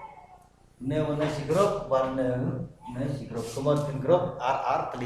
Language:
Khasi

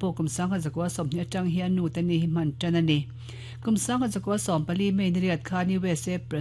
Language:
Mizo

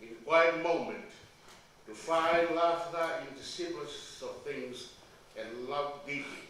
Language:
Tongan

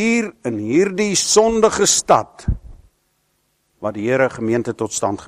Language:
Afrikaans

